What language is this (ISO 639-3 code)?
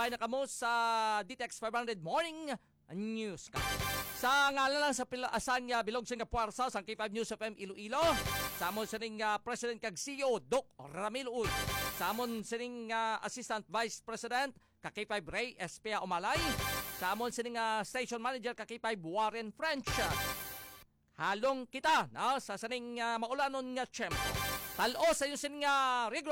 hil